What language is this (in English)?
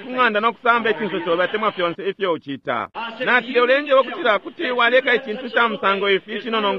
Bemba